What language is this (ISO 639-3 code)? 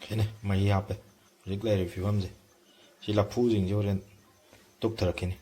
mni